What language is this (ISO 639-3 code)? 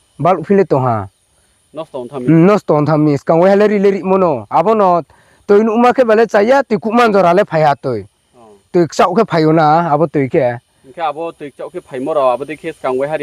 ria